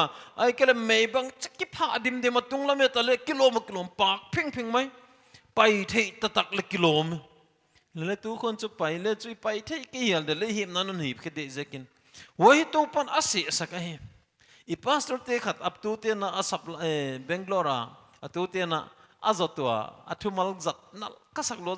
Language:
Paite Chin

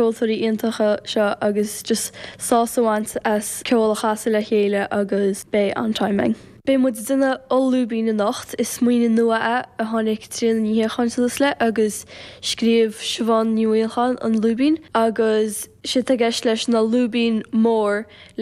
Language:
Irish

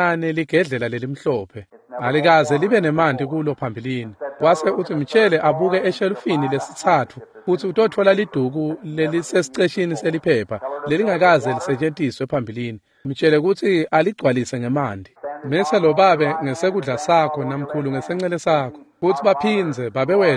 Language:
Swati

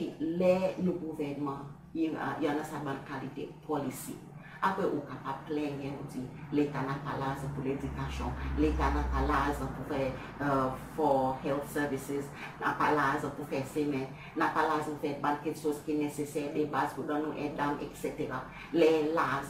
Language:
Seselwa Creole French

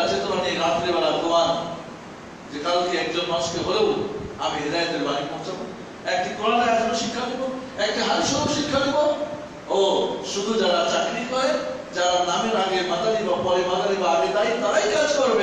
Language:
Bangla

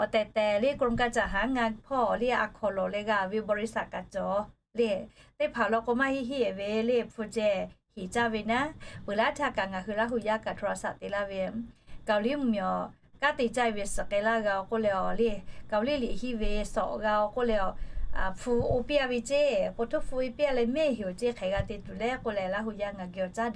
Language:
Lahu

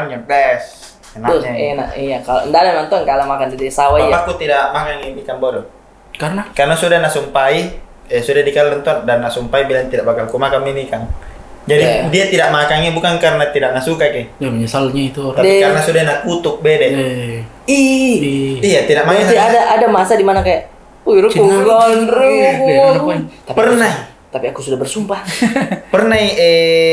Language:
Makassar Malay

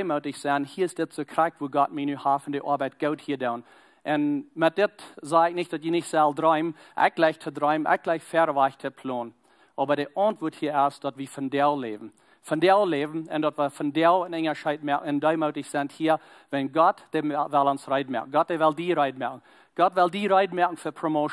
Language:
Plautdietsch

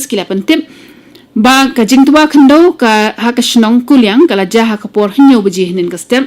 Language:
Khasi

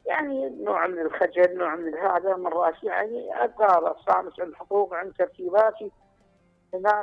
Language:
Mesopotamian Arabic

